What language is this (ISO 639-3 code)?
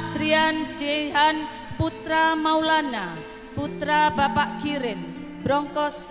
ind